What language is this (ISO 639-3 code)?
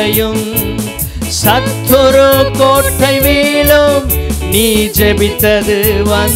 tam